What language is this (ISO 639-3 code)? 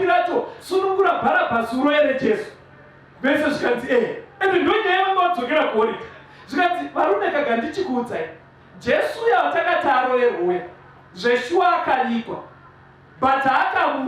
sna